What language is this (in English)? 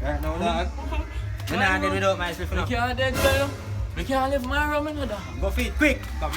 Jamaican Creole English